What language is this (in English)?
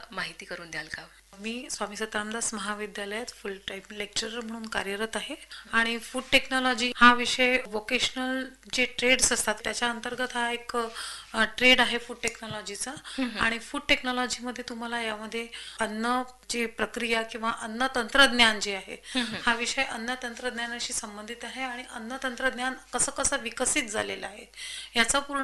Marathi